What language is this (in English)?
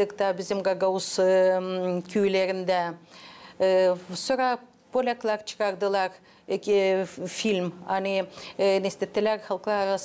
Gagauz